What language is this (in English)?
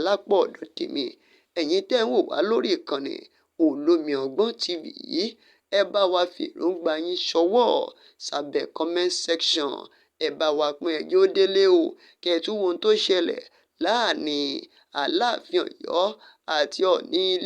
Yoruba